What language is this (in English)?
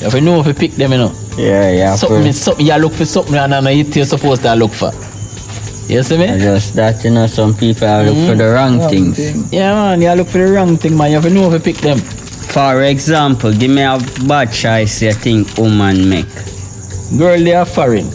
Jamaican Creole English